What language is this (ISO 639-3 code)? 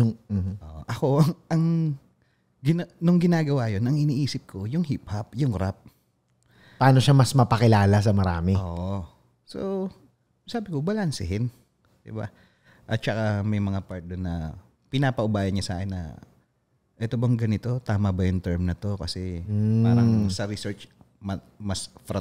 fil